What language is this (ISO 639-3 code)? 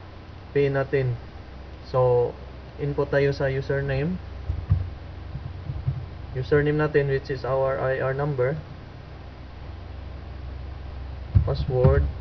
fil